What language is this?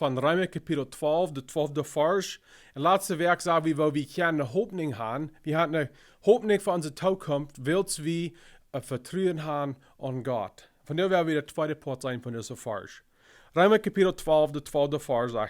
Plautdietsch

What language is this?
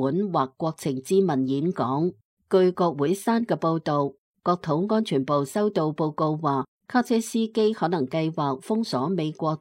Cantonese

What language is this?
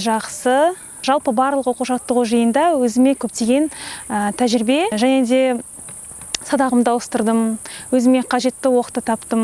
Kazakh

